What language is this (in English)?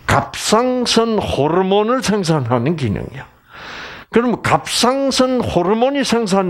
Korean